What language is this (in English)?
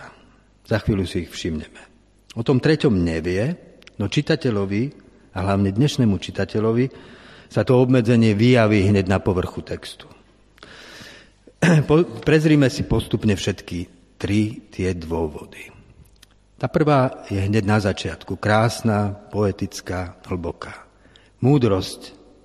Slovak